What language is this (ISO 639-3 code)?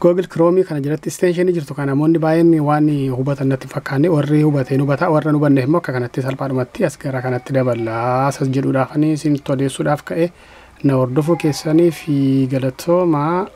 orm